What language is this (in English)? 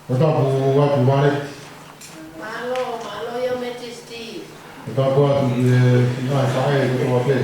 Tongan